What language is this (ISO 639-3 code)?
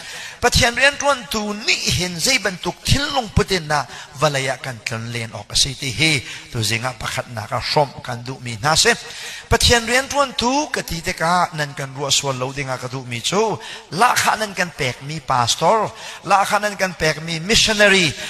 cnh